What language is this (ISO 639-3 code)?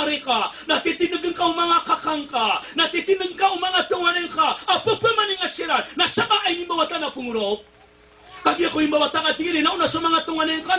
mrw